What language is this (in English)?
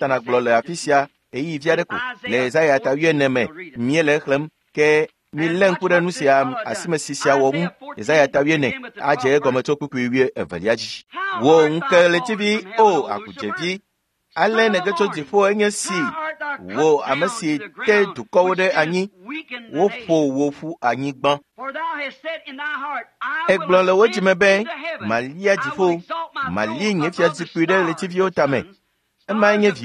Ewe